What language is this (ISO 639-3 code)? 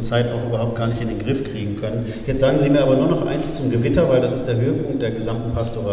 deu